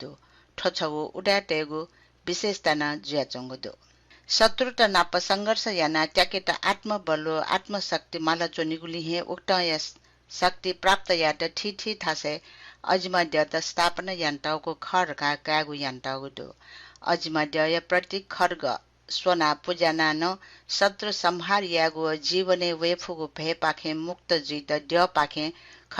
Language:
Newari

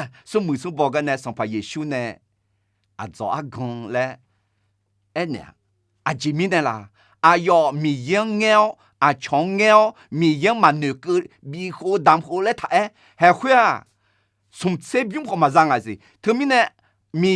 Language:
Akha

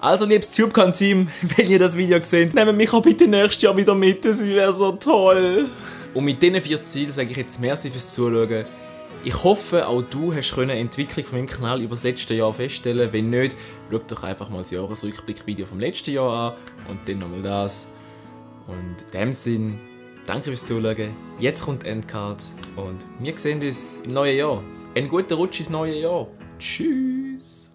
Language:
Swiss German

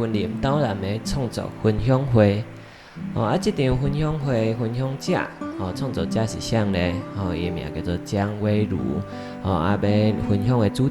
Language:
Min Nan Chinese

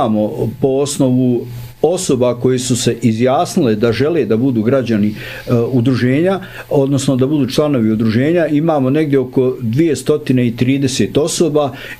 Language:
Bosnian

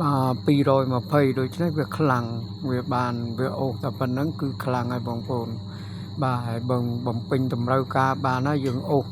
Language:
Khmer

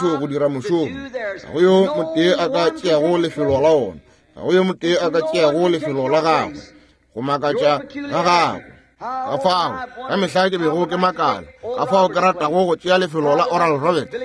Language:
Northern Sotho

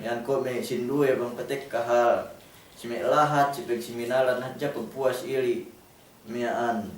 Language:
Yakan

